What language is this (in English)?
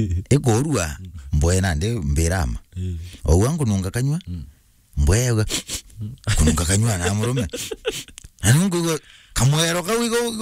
Meru